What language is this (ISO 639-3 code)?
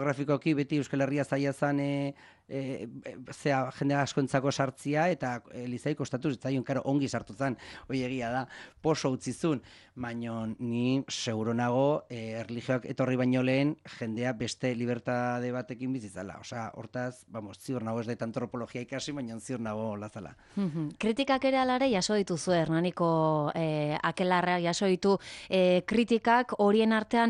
eus